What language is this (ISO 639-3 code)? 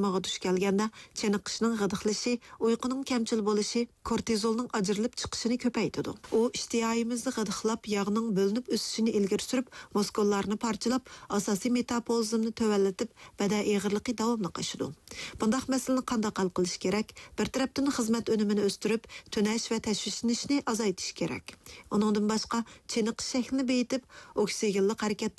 uig